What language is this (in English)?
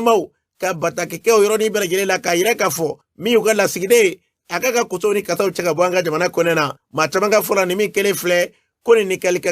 Bambara